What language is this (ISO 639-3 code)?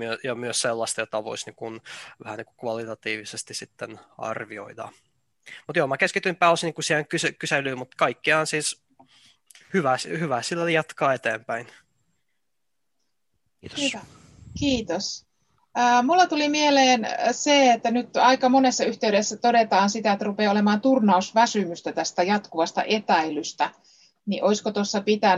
fin